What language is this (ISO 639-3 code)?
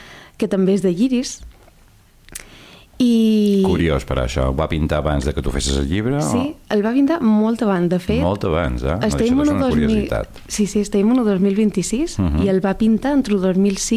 cat